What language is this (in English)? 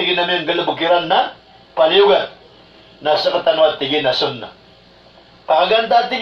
Maranao